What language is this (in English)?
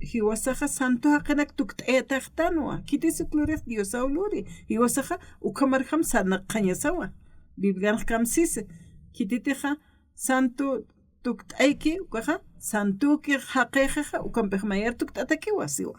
Aymara